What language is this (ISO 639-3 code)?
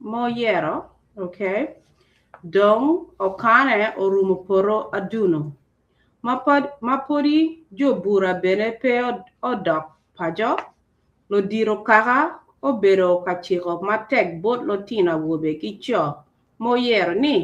ach